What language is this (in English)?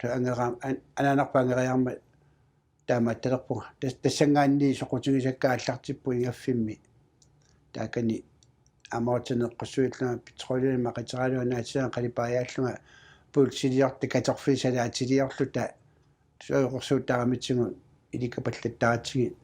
Kalaallisut